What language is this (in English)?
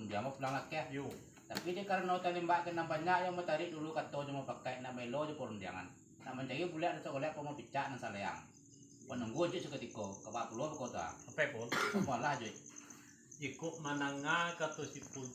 Minangkabau